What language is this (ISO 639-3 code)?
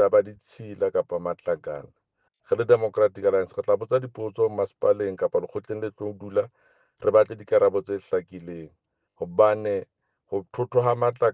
sot